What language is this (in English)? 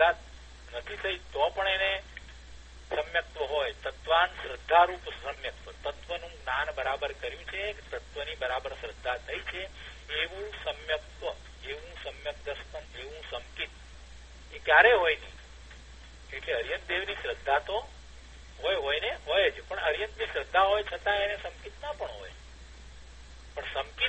Gujarati